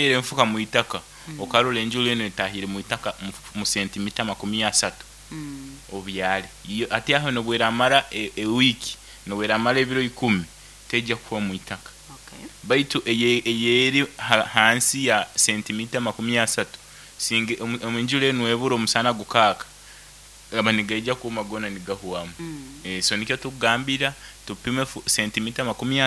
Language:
Nyoro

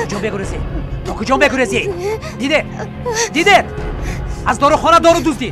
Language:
Tajik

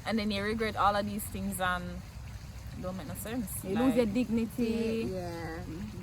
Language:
Jamaican Creole English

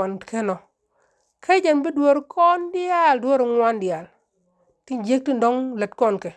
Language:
Nuer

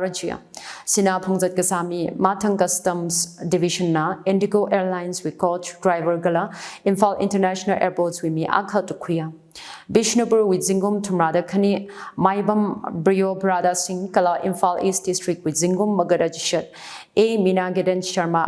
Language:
Tangkhul Naga (India)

